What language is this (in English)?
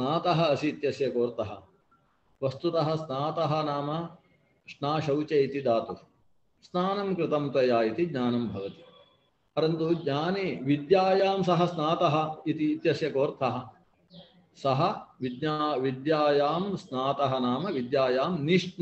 Sanskrit